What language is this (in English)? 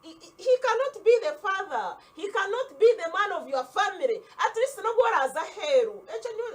Nyankole